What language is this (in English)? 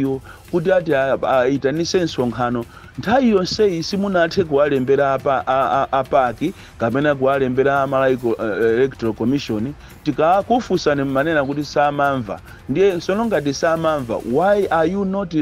Nyanja